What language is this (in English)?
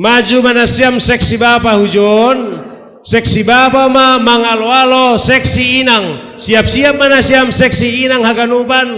Batak Simalungun